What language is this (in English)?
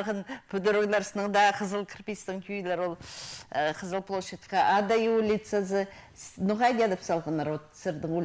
Khakas